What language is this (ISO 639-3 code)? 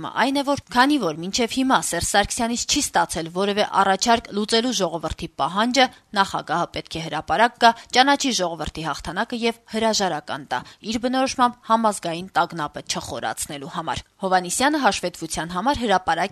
hye